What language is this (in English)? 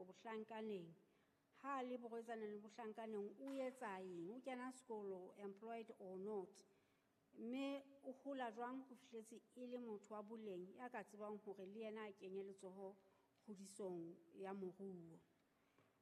Southern Sotho